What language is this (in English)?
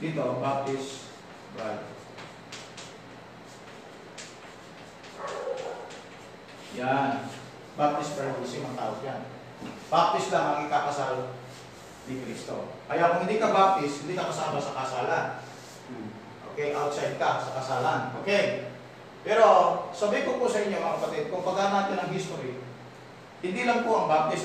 Filipino